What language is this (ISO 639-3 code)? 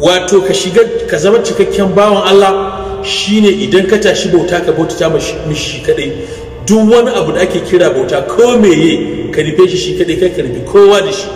hau